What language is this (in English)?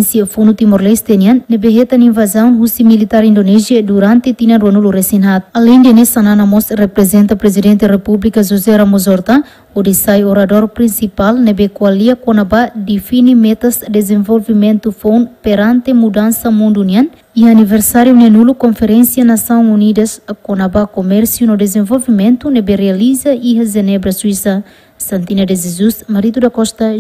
Tetum